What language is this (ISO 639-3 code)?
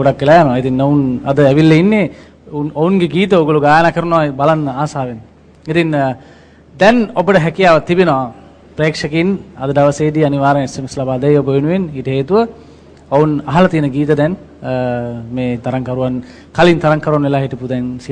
sin